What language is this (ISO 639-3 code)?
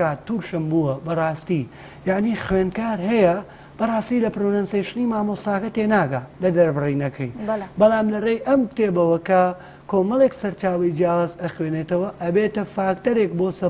ckb